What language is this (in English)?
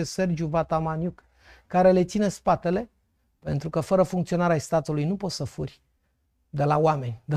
Romanian